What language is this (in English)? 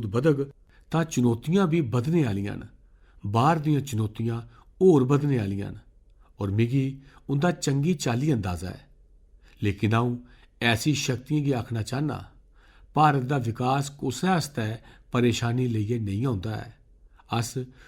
Dogri